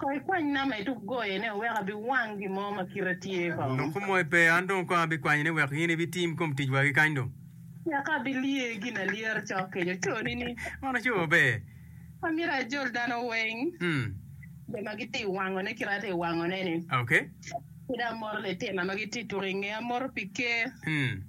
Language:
Acoli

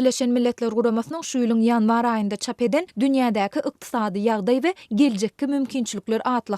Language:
Turkmen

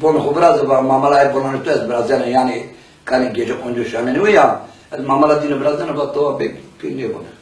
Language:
Zaza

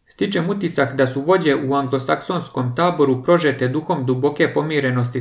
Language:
Serbian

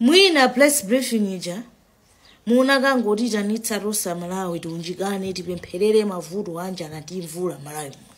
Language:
Nyanja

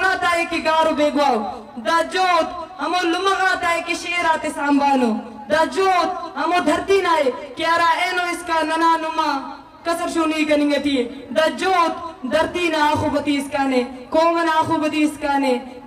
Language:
Eastern Balochi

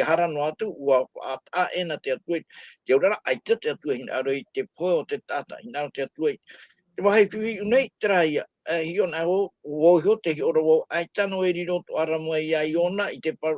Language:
Tahitian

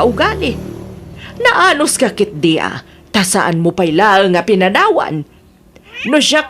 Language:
Iloko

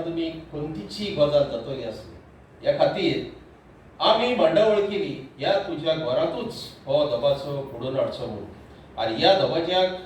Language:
Konkani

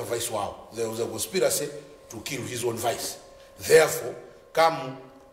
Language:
Nyanja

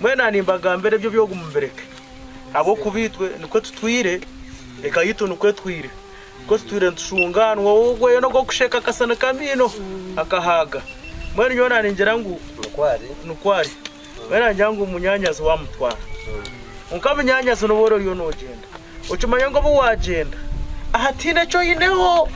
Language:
Nyankole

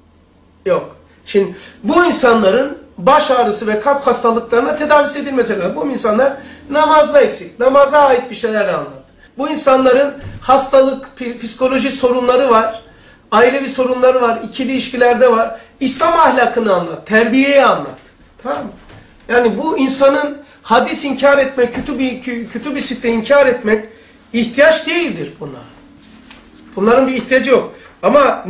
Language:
Turkish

